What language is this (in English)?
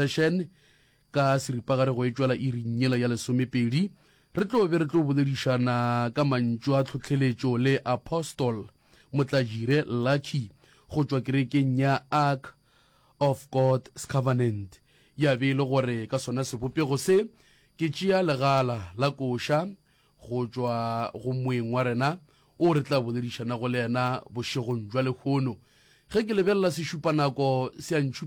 Northern Sotho